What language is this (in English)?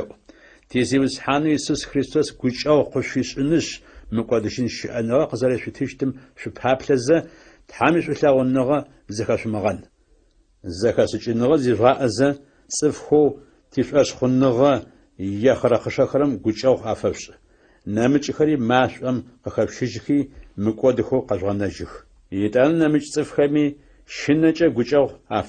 Adyghe